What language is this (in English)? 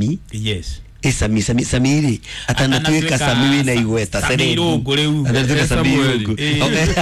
Kikuyu